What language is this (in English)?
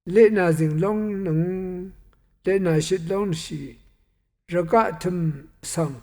Rawang